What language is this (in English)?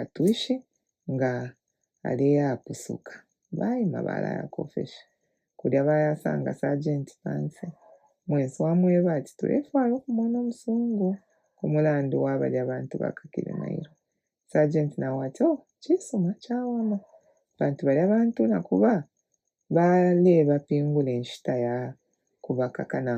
Bemba